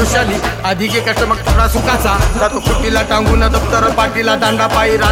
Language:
Marathi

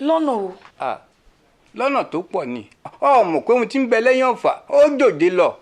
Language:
Yoruba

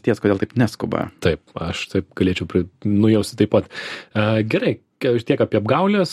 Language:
Lithuanian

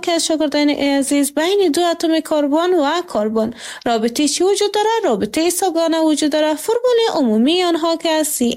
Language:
Persian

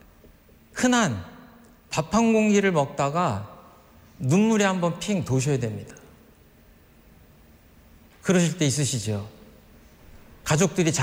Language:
Korean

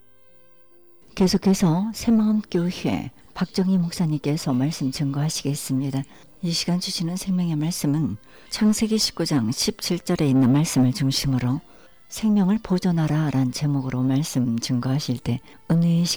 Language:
Korean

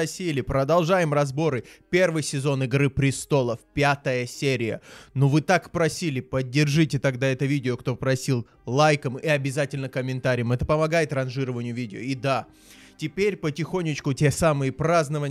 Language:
Russian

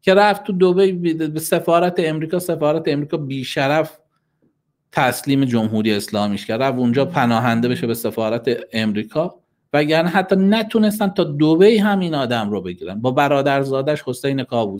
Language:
Persian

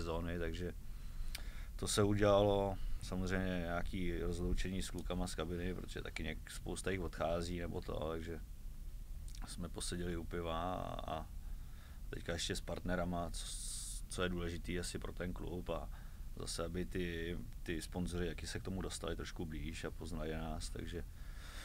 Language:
Czech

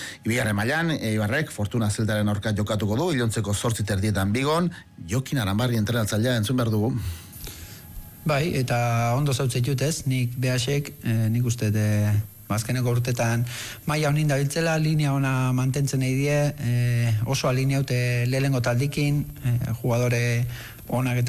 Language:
Basque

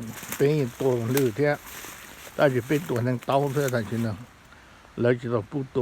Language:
Hmong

